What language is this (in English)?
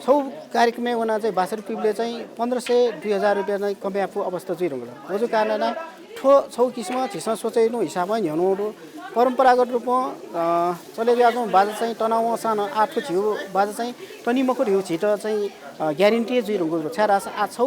Newari